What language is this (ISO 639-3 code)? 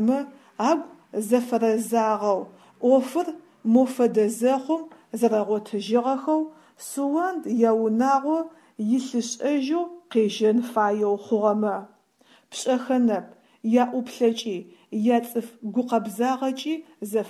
ady